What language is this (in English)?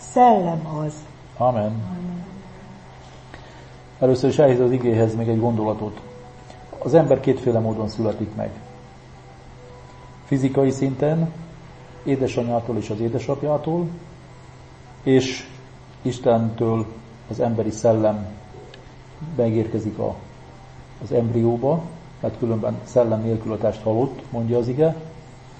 Hungarian